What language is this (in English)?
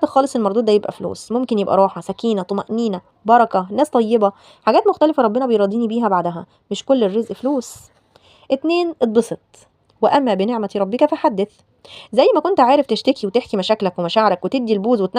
Egyptian Arabic